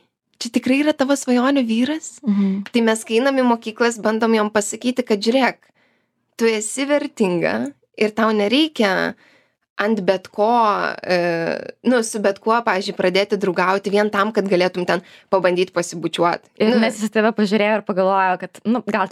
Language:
Lithuanian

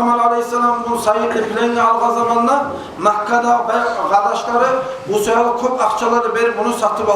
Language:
Kumyk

